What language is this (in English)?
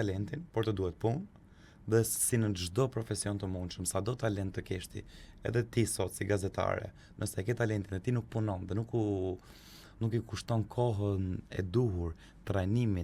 Albanian